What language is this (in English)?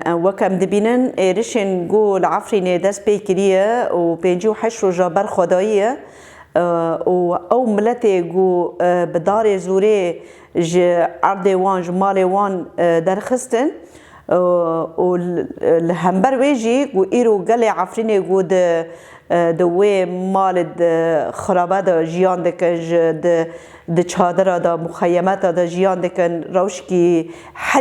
Kurdish